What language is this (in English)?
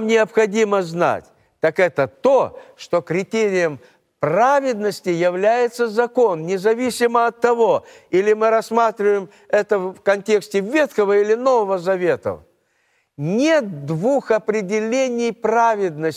Russian